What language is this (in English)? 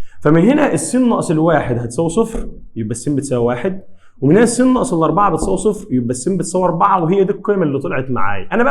Egyptian Arabic